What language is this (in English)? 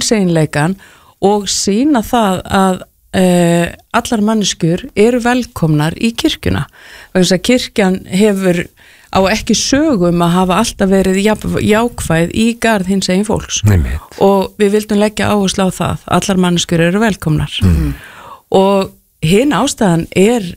Icelandic